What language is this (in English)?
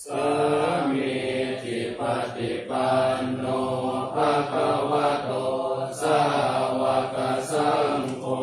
Pali